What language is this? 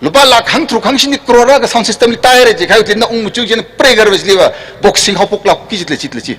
Tangkhul Naga (India)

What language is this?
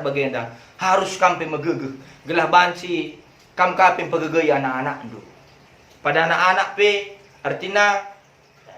Batak Karo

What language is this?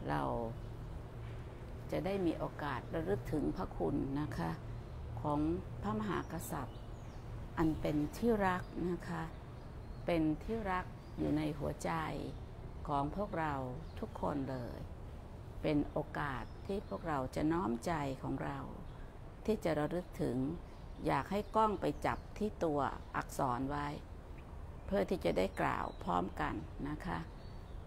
Thai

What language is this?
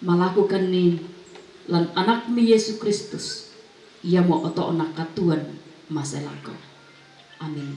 Toraja-Sa'dan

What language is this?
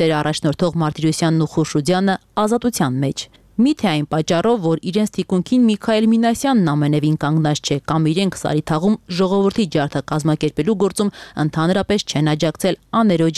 Armenian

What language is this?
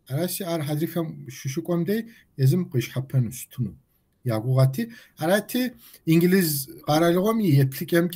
Kabardian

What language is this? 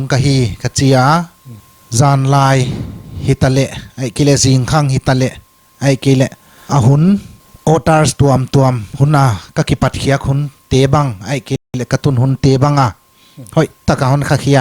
Paite Chin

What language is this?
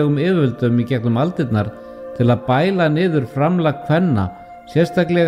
Icelandic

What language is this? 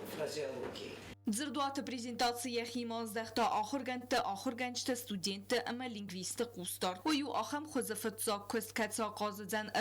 Ossetic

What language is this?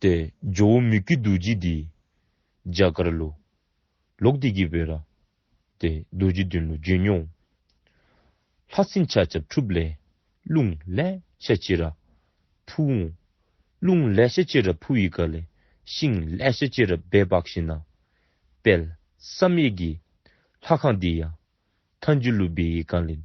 Dzongkha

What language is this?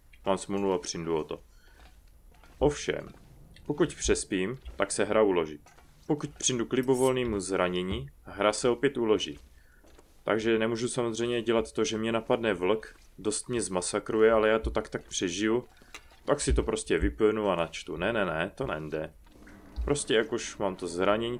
Czech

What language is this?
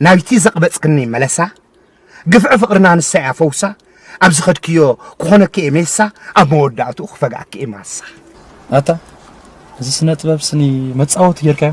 Tigrinya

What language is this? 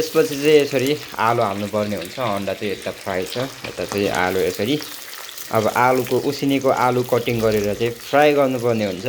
Nepali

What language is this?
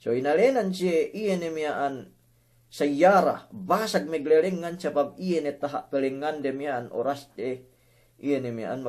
Yakan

